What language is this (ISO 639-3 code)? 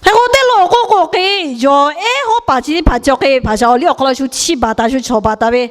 lhu